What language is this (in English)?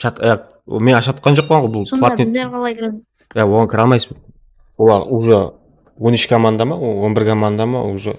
Kara-Kalpak